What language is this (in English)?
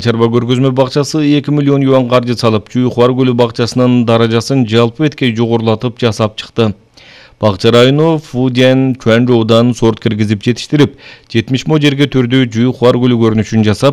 Kyrgyz